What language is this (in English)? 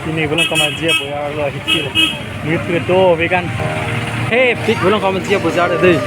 Karbi